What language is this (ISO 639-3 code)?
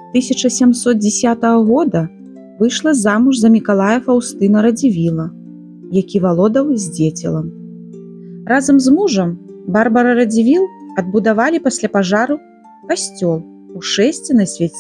bel